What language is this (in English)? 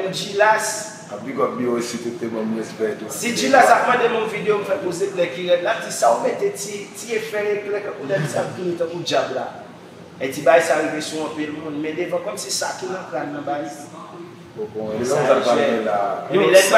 Haitian Creole